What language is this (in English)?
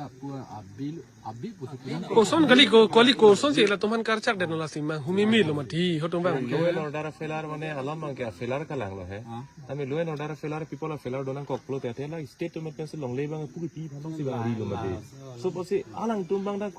Karbi